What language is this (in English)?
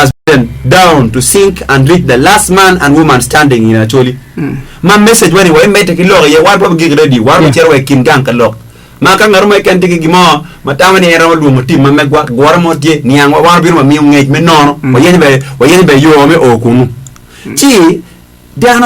Acoli